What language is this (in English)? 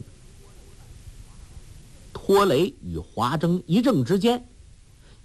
Chinese